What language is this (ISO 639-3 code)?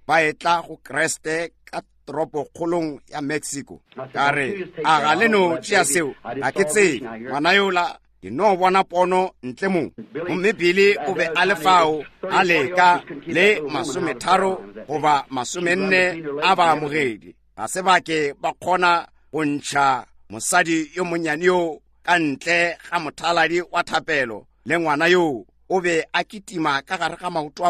nso